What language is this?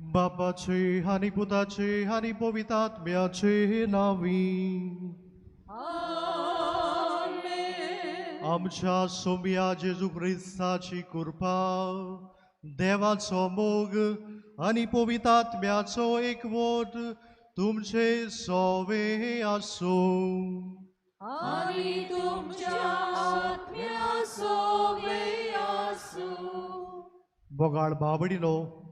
Konkani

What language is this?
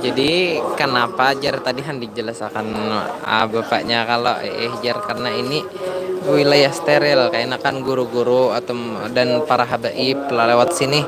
Banjar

